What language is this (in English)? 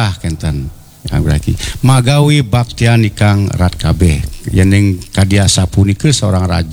Balinese